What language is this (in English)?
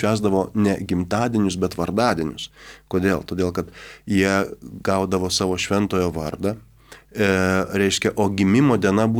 Lithuanian